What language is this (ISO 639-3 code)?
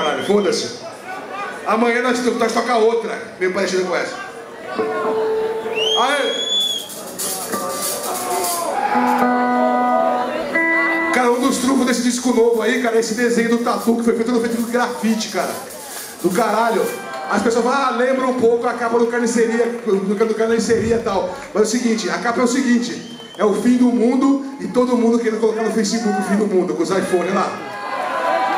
por